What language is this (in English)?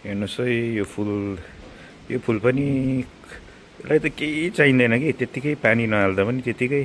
Nepali